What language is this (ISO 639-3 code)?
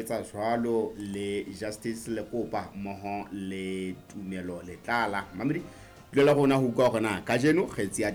sot